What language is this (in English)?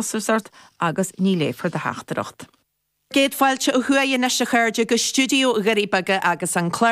Irish